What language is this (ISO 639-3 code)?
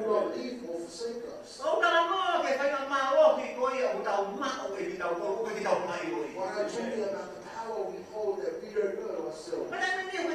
ton